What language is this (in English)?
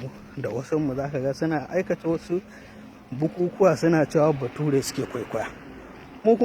Hausa